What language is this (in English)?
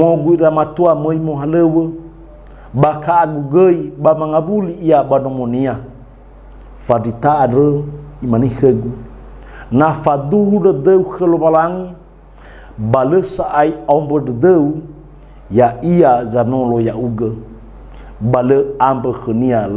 Nias